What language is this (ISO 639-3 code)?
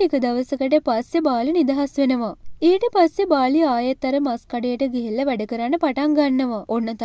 sin